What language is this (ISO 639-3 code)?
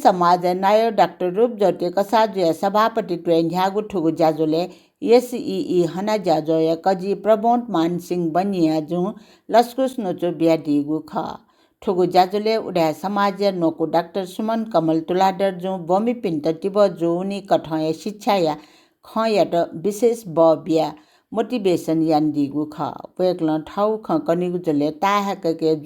new